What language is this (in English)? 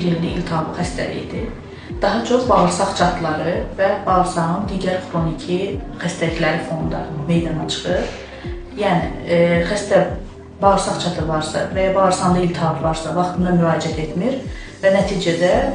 Azerbaijani